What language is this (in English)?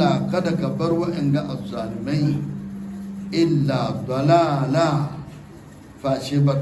Hausa